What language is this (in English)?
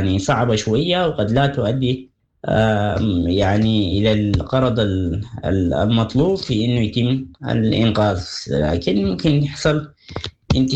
Sudanese Arabic